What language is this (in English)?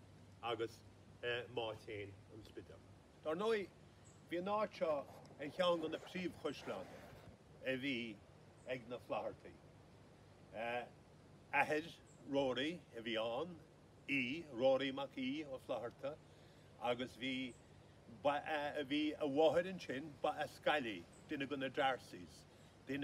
Irish